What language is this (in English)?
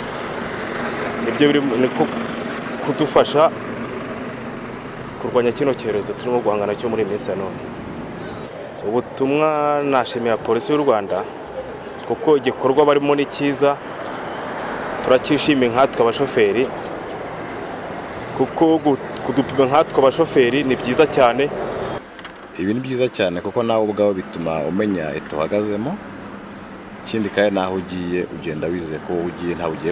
Kinyarwanda